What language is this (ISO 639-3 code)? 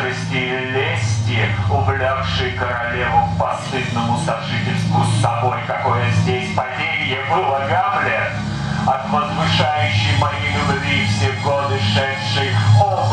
rus